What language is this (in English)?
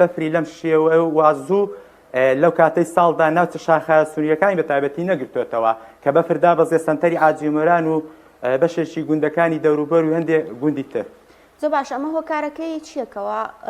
Central Kurdish